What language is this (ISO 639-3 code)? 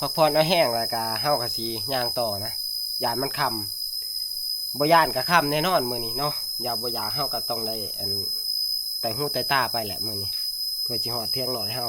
tts